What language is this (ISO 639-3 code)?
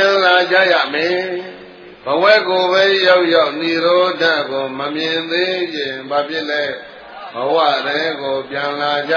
mya